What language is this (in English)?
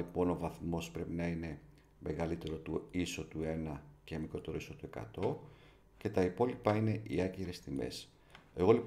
Greek